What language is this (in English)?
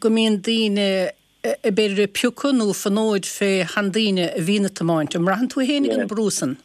Irish